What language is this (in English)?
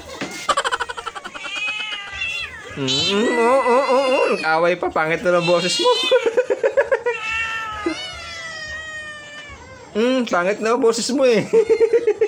Filipino